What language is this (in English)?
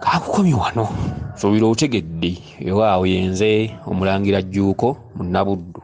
Ganda